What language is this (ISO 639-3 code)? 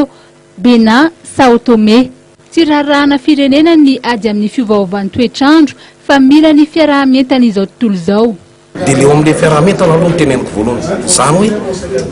mlg